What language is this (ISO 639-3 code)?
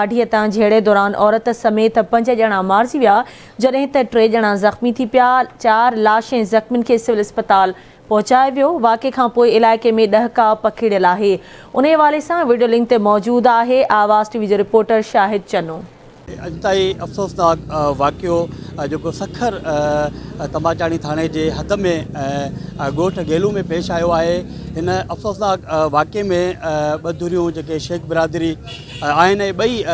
snd